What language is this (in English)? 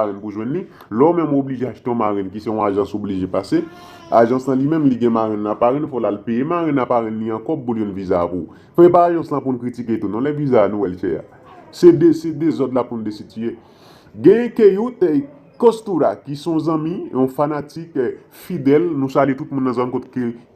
Haitian Creole